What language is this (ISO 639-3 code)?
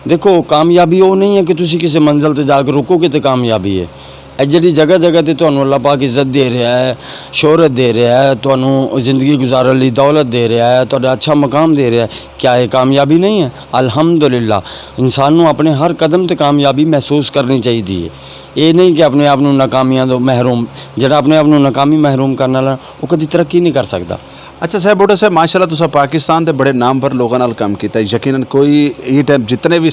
skr